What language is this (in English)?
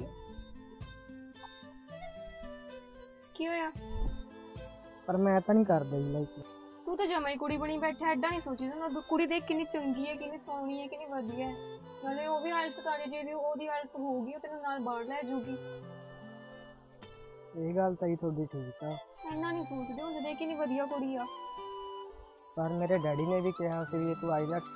Punjabi